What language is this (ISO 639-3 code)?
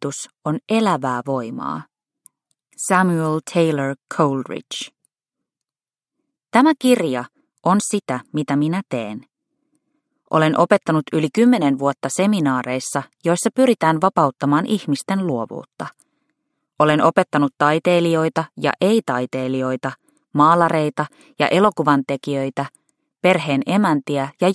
fin